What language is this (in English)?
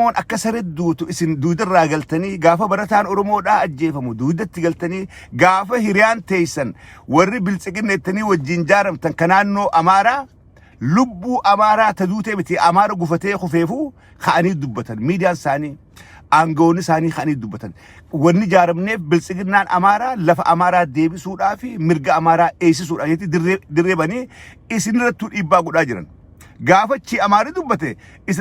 Oromo